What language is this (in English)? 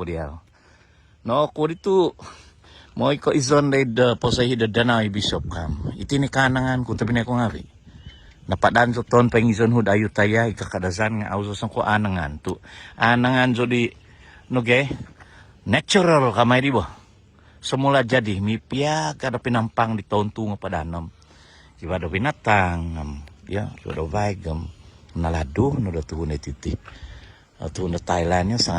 Central Dusun